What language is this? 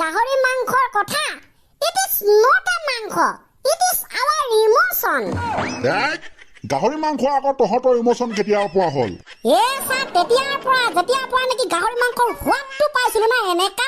Assamese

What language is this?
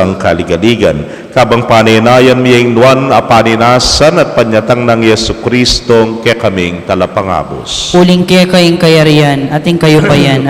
Pampanga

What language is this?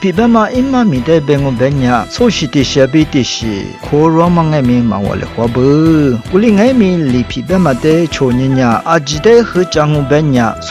Lisu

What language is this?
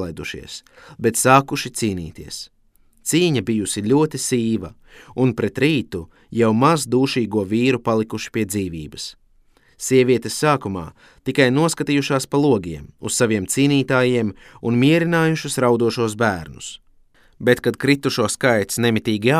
Latvian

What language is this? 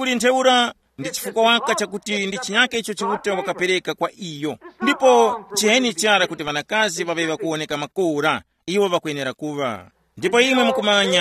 Tumbuka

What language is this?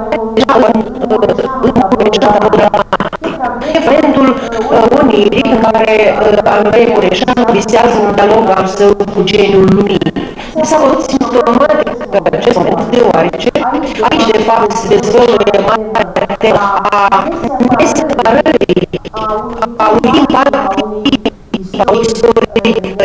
Romanian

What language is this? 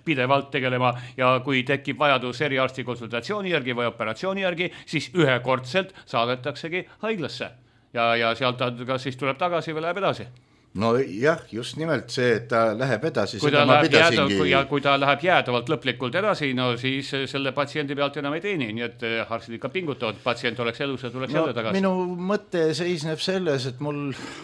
Estonian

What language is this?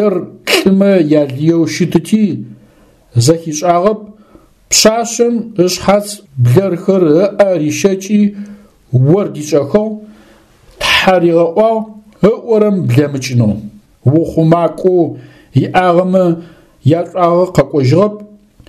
Adyghe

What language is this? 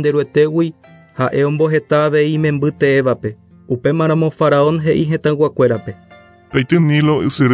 Guarani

